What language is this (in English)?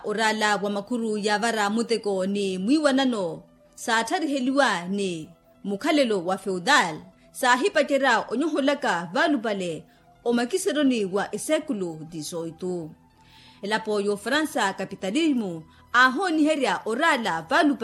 Makhuwa